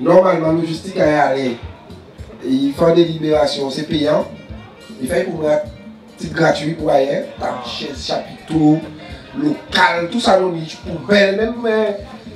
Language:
Guadeloupean Creole French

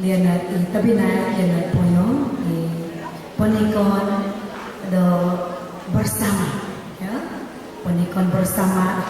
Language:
Central Dusun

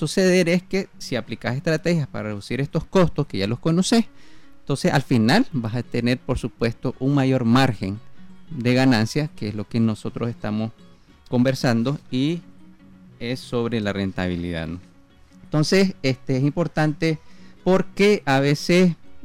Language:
Spanish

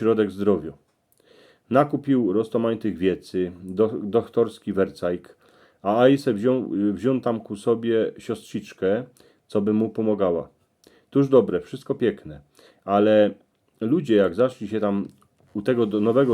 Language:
Silesian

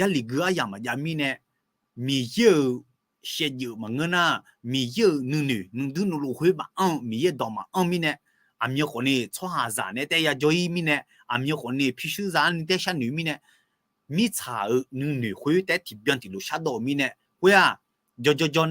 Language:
Akha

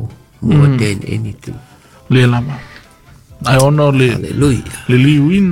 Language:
Samoan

